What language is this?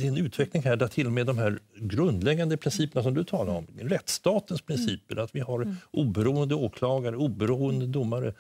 Swedish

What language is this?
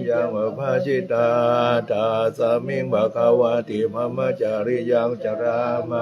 Pali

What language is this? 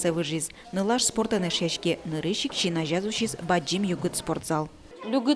Udmurt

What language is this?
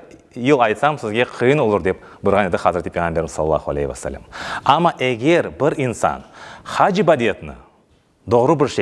Crimean Tatar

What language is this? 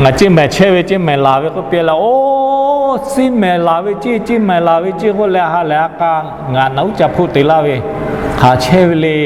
Lahu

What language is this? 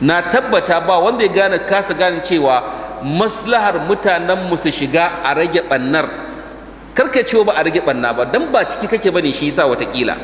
Hausa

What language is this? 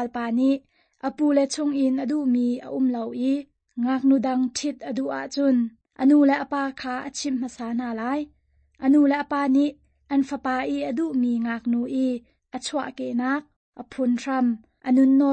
Hakha Chin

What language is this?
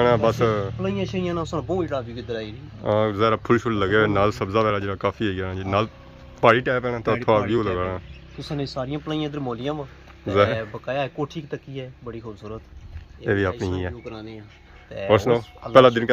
Pahari-Potwari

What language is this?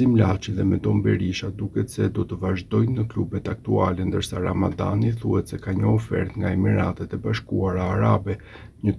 Albanian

